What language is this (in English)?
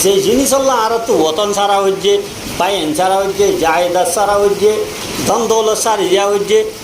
Rohingya